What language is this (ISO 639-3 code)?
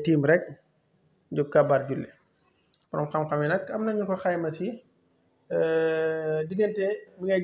wol